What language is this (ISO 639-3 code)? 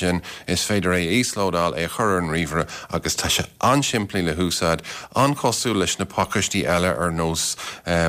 gle